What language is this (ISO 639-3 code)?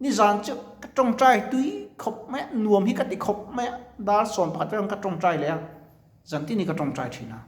lus